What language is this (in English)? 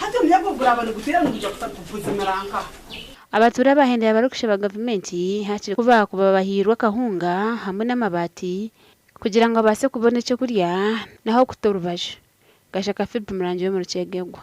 Nyankole